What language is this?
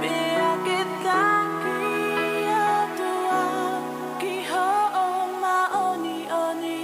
Tongan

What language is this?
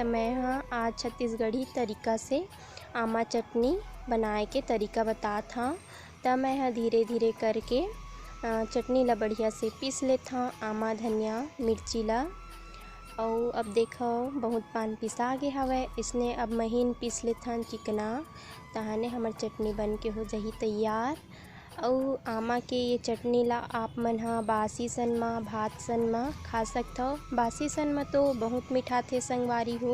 Chhattisgarhi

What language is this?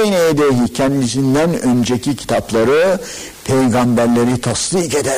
Turkish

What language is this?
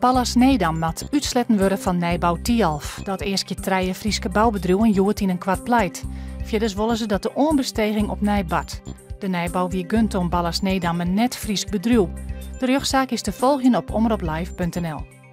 Western Frisian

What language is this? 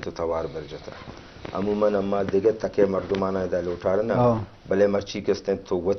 Eastern Balochi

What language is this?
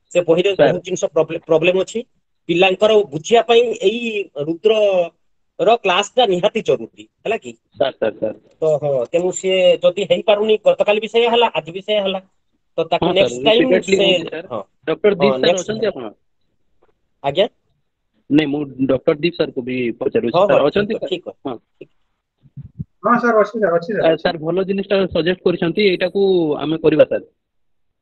Odia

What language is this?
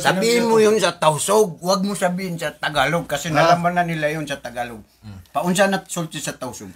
Maranao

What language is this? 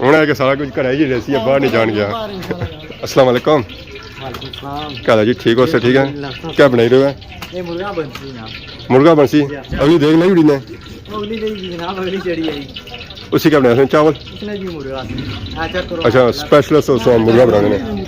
Pahari-Potwari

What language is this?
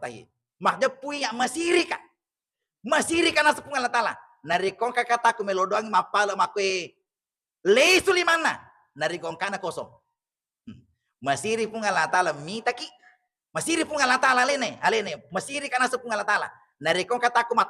Buginese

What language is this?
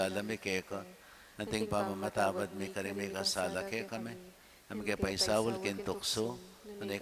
Pampanga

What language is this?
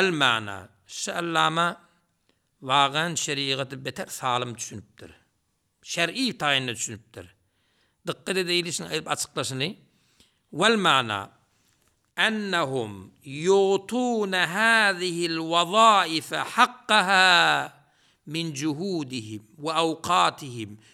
Turkmen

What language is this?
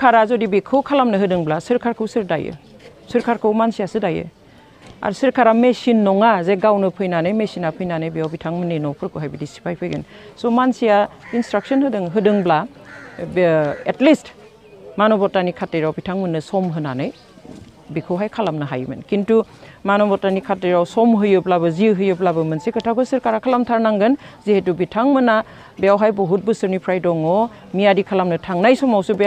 Bodo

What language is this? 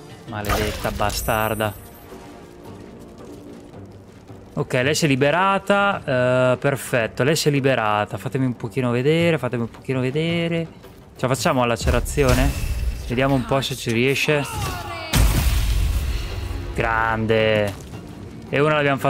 Italian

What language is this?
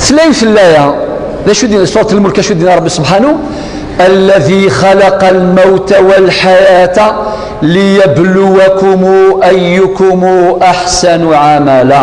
Kabyle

